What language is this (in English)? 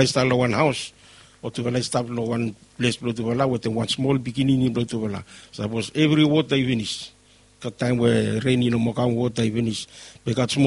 Bislama